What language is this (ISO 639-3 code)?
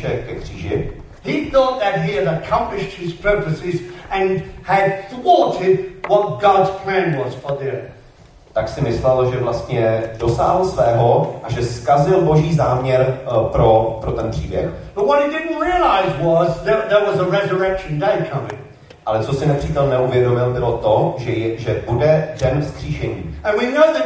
ces